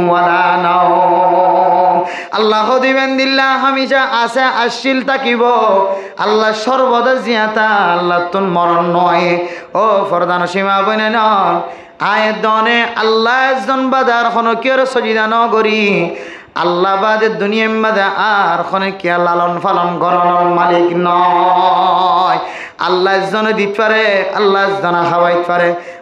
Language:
Rohingya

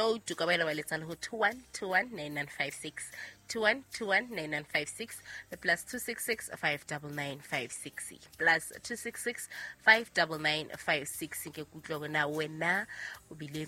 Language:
Southern Sotho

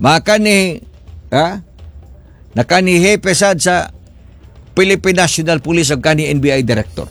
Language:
Cebuano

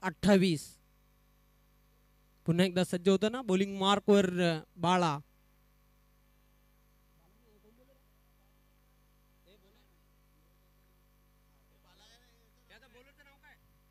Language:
Marathi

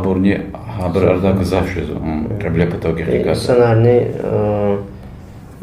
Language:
Lezghian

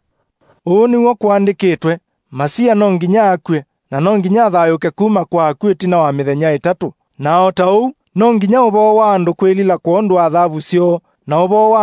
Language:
Kamba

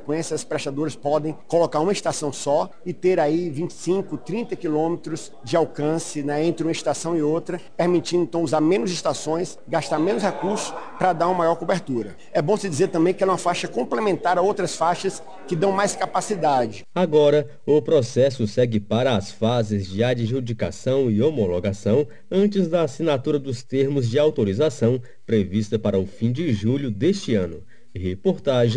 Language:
Portuguese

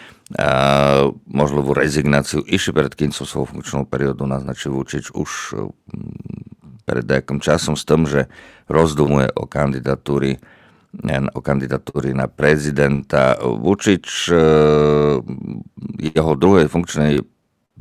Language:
Slovak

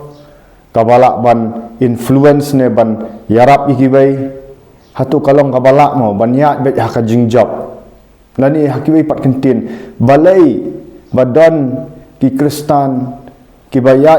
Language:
Khasi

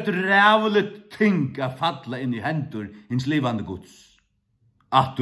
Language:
Faroese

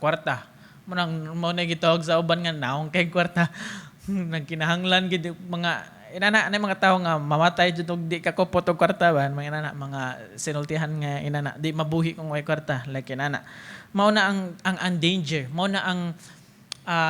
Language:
Cebuano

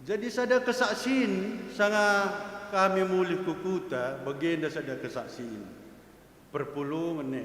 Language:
Batak Karo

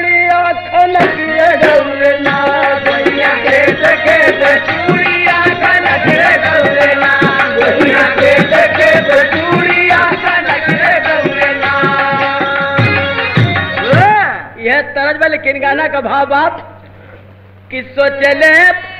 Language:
Bhojpuri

